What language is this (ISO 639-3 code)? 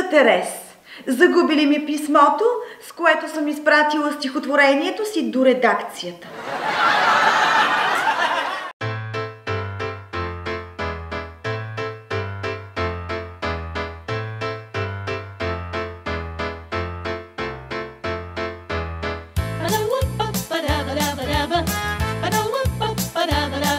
bul